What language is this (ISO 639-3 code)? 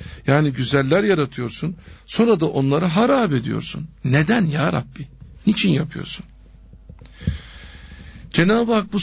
tur